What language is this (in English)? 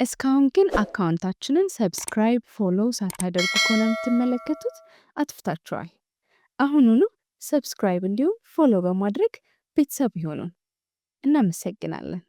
Amharic